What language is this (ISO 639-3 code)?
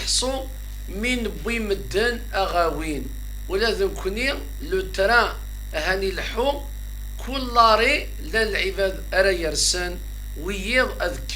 kab